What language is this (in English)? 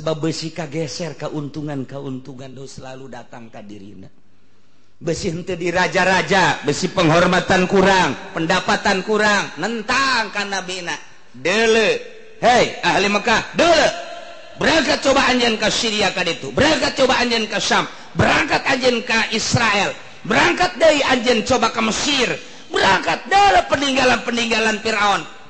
Sundanese